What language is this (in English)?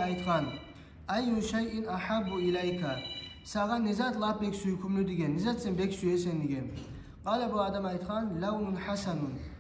Kumyk